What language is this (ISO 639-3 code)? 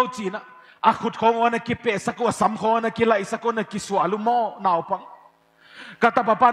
pck